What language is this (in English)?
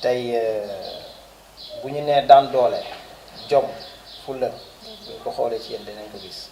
Wolof